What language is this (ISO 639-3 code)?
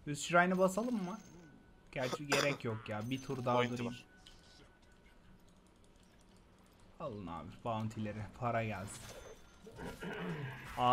tur